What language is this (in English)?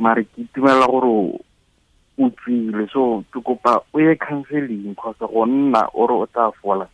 Tswana